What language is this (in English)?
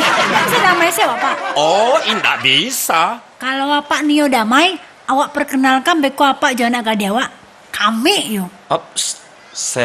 Minangkabau